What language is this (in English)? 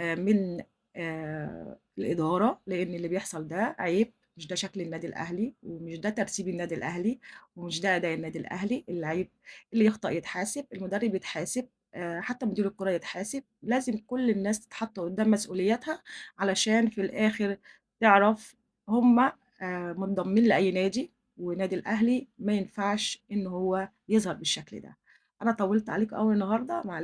Egyptian Arabic